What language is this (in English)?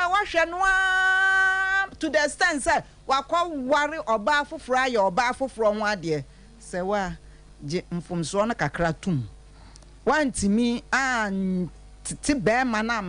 Akan